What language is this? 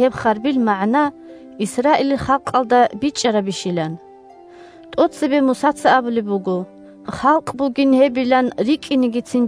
Avaric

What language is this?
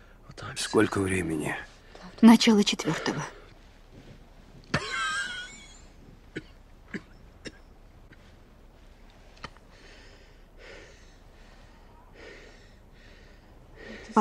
Russian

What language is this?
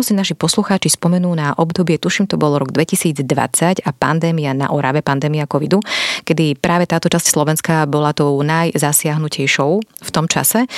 Slovak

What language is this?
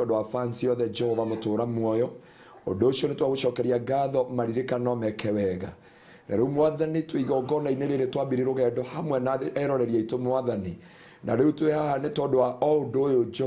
Kikuyu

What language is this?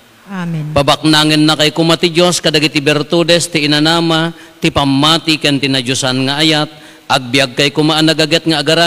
Iloko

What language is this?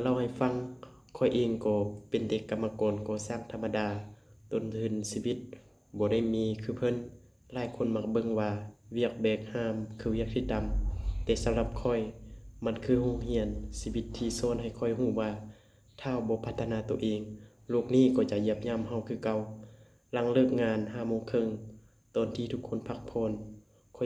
Lao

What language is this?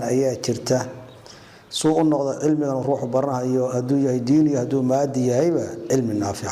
Somali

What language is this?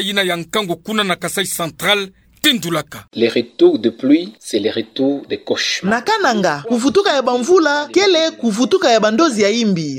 Kituba (Democratic Republic of Congo)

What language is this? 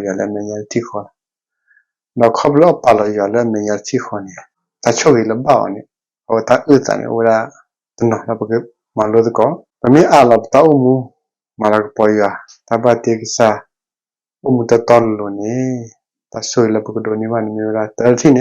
S'gaw Karen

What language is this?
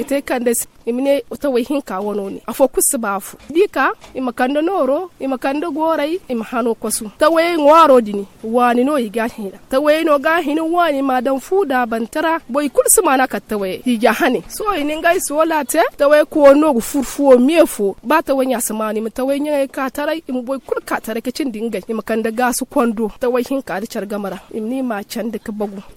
Zarma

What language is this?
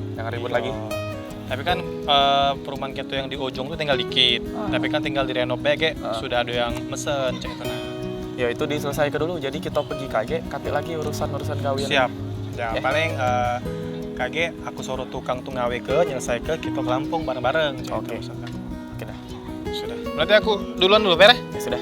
Musi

